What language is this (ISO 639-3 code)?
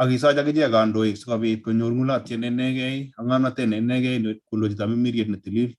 kln